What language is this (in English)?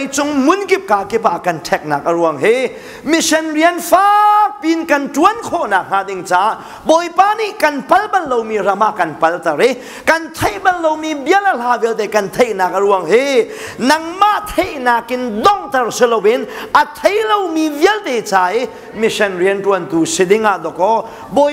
Hakha Chin